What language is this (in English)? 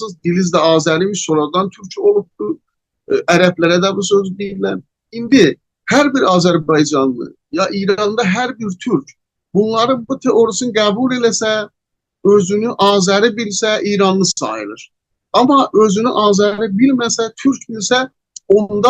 South Azerbaijani